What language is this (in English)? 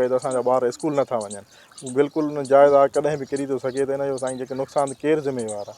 Sindhi